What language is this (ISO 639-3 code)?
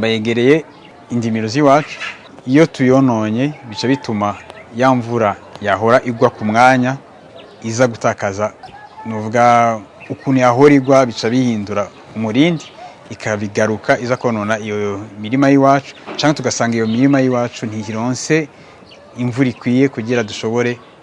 run